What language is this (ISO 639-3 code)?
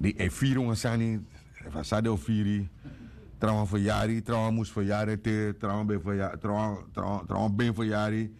srn